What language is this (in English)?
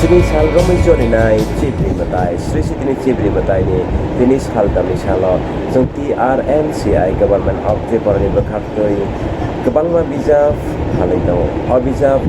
Kok Borok